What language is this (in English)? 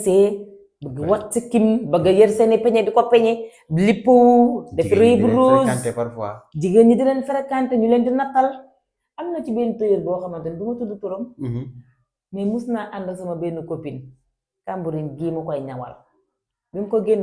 Wolof